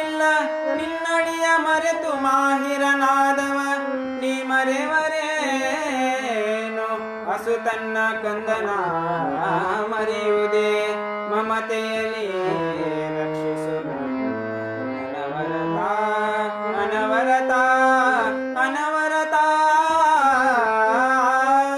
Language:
Kannada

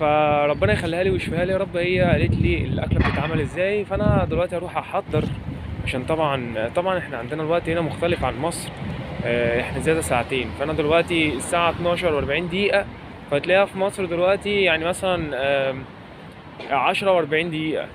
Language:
Egyptian Arabic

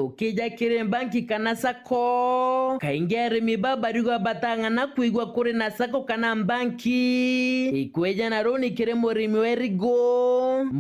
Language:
Meru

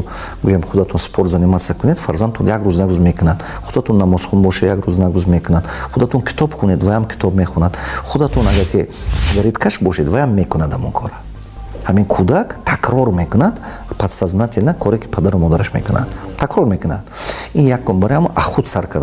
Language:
Tajik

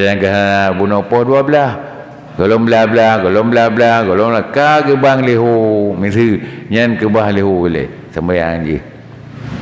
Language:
Achinese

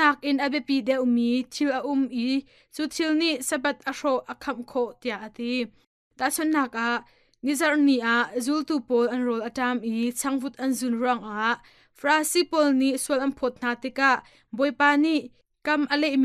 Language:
Hakha Chin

